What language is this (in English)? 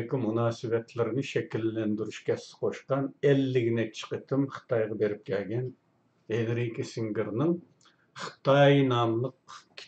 Uyghur